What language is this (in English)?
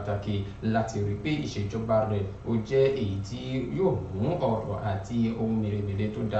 Yoruba